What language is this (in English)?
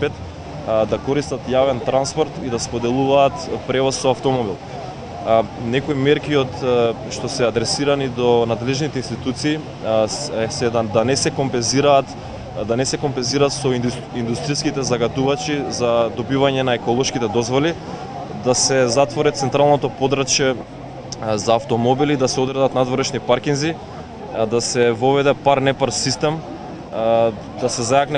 Macedonian